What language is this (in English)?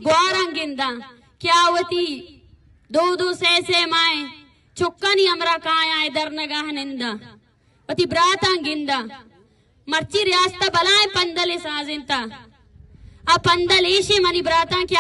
Eastern Balochi